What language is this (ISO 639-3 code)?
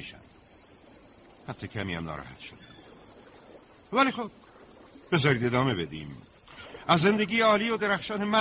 fas